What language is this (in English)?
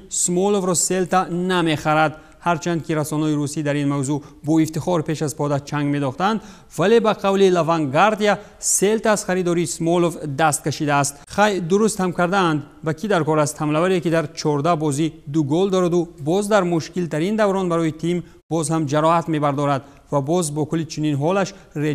Tajik